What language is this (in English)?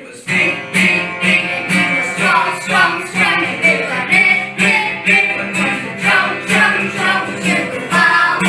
Khasi